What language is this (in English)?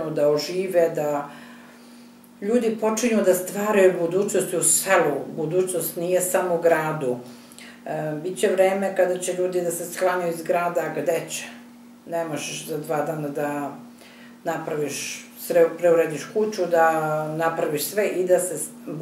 Serbian